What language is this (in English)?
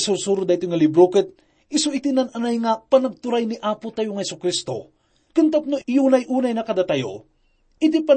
Iloko